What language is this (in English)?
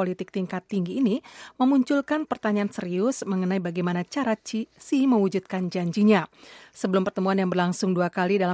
Indonesian